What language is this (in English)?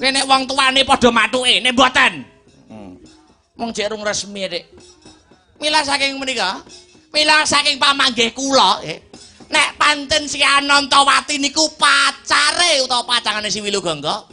Javanese